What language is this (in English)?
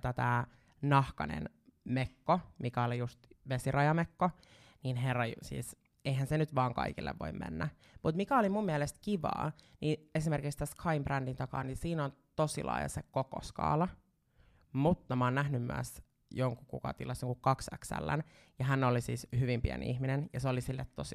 Finnish